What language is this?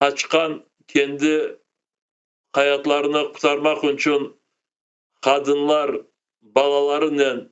Crimean Tatar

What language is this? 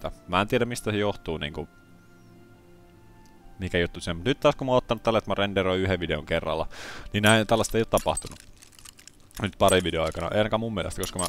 Finnish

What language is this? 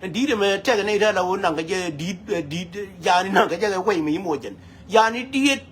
Nuer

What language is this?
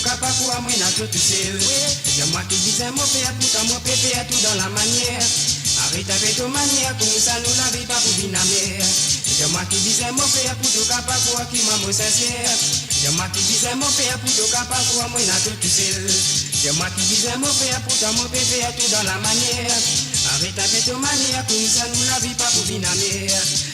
Morisyen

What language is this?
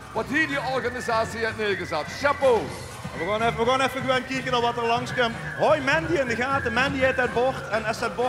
Limburgish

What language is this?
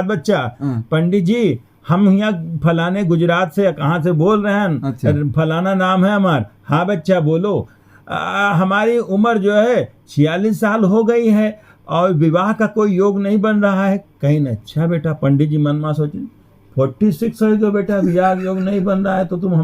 Awadhi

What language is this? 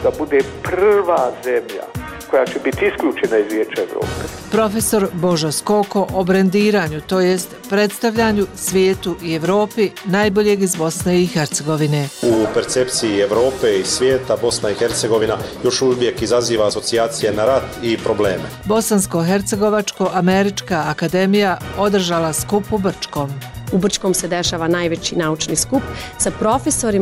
Bosnian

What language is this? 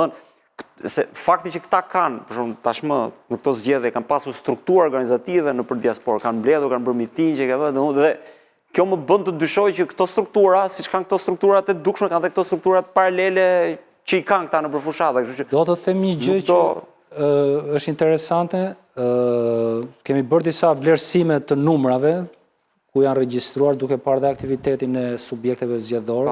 Albanian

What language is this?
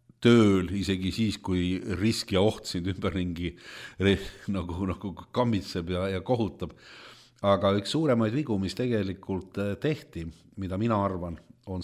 Estonian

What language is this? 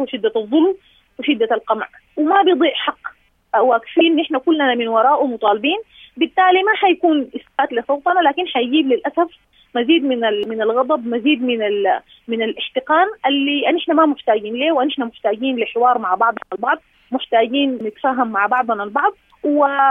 Sudanese Arabic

